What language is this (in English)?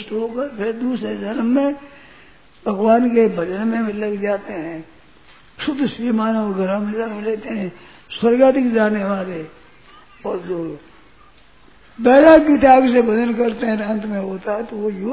Hindi